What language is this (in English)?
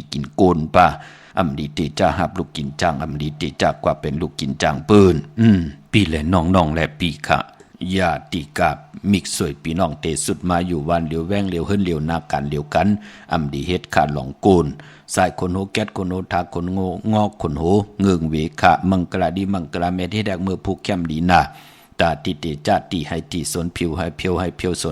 Shan